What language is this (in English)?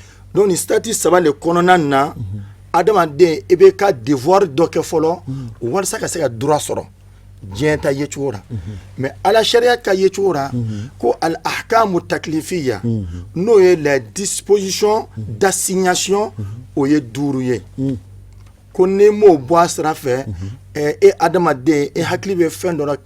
Bambara